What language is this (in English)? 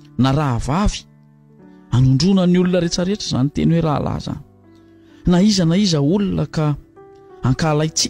Malagasy